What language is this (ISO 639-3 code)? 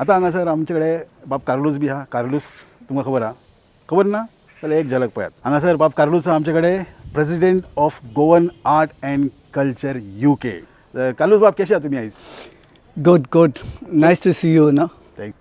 kok